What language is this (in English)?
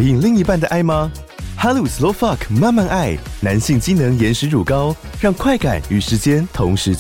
Chinese